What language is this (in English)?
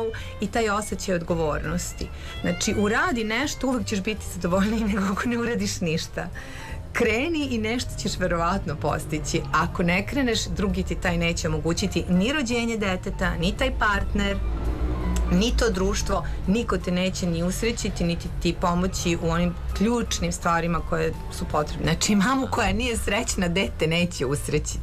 Serbian